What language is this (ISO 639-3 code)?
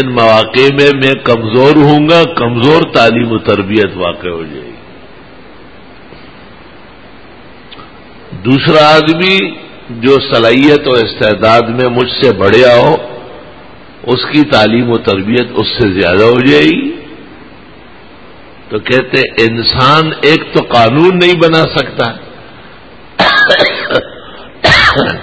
urd